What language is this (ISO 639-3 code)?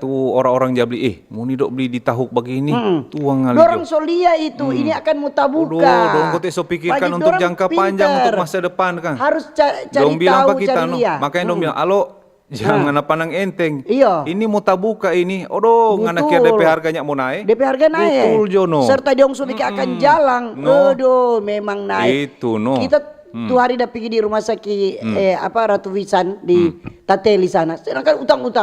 xmm